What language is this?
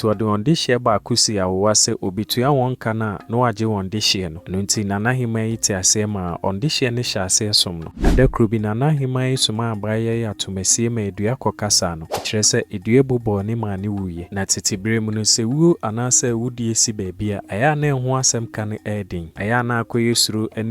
Akan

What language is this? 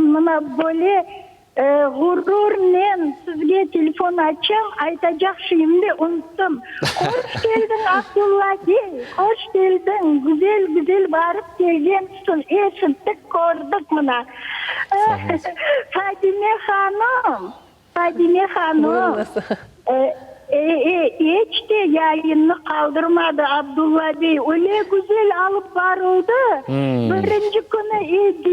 Crimean Tatar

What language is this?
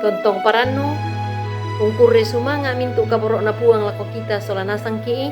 Toraja-Sa'dan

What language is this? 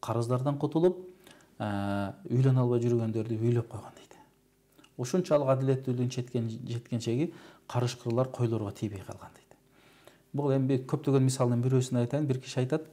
Kyrgyz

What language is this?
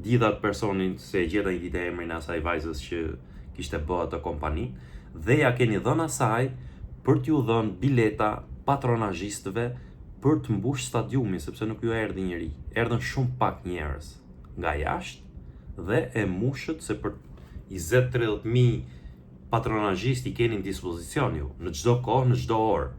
Albanian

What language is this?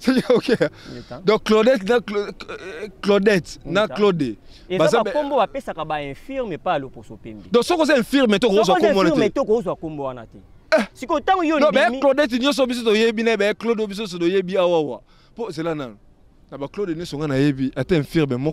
Lingala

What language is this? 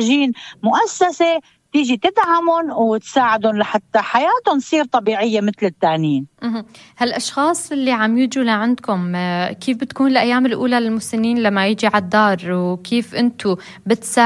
North Levantine Arabic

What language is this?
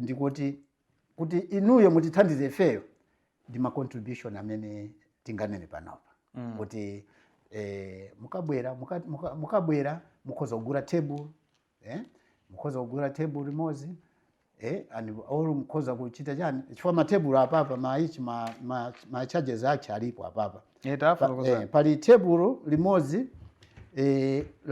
Nyanja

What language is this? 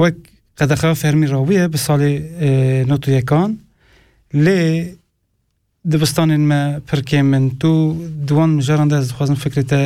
Kurdish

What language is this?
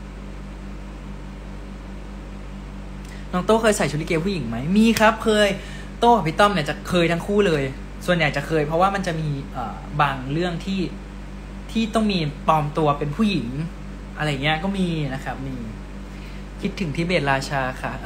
Thai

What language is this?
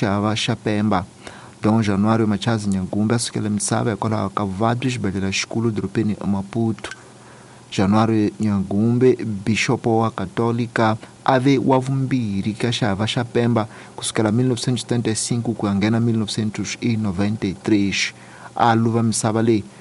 Tsonga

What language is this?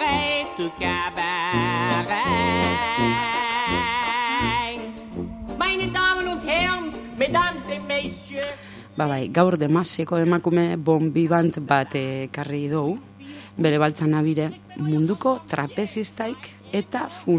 Basque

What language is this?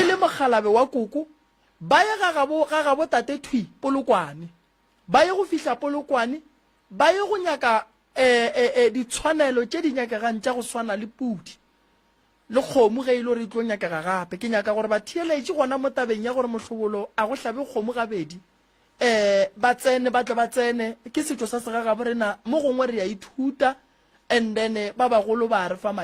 Northern Sotho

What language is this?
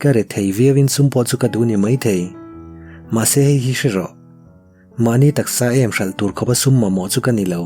Mizo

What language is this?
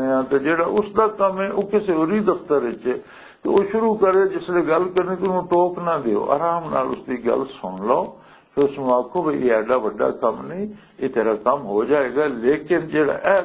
Western Panjabi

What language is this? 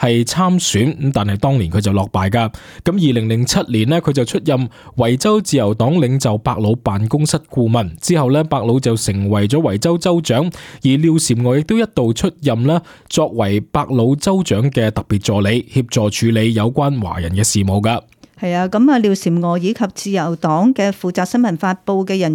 Cantonese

